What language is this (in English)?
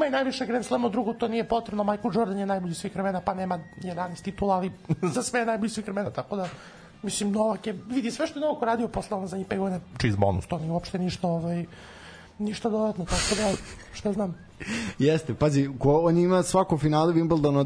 Serbian